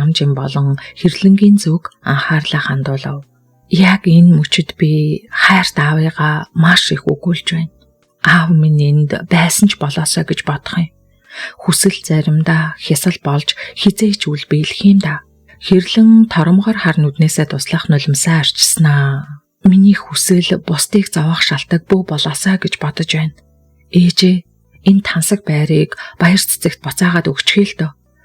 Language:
Mongolian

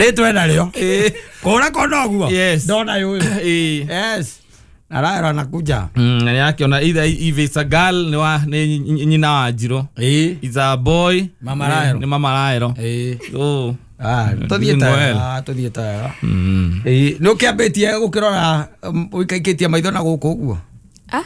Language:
Kikuyu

